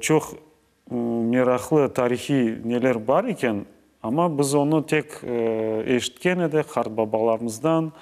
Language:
Crimean Tatar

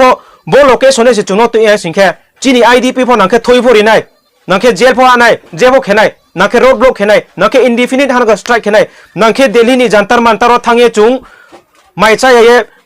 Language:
Riang (India)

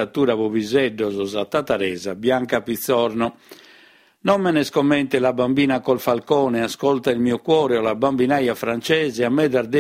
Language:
Sardinian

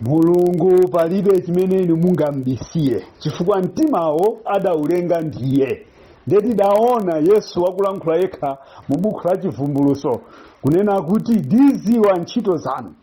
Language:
Nyanja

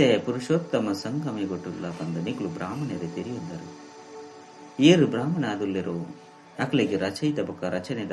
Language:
Tulu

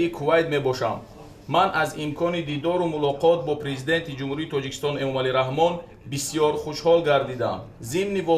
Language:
Tajik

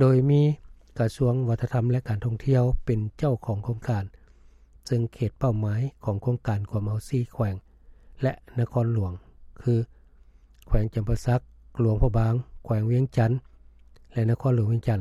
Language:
Lao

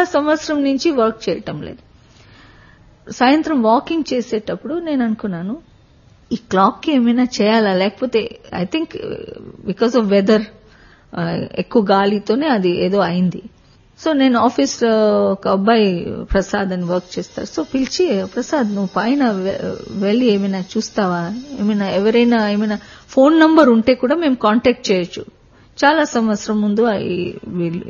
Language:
Telugu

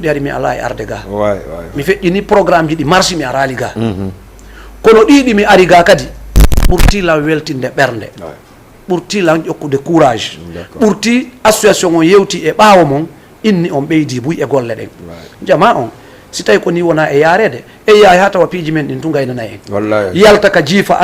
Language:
Fula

